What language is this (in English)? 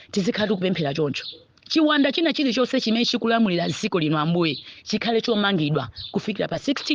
Nyanja